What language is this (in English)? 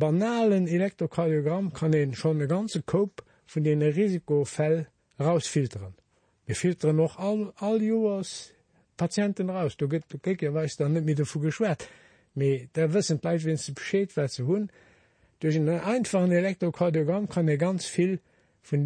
Luxembourgish